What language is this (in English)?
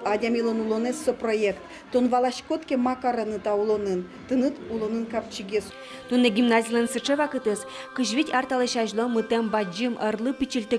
Udmurt